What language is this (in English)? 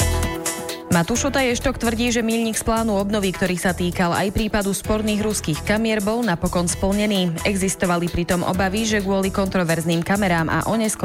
Slovak